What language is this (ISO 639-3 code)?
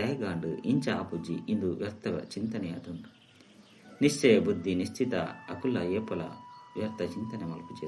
tcy